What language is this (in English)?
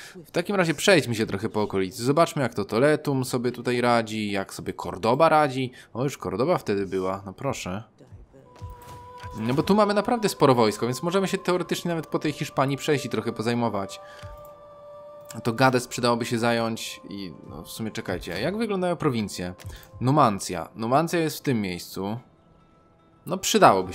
Polish